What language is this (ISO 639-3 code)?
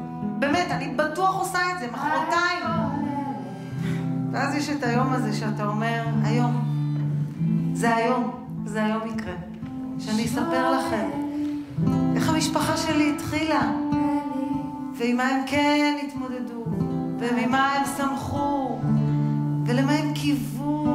heb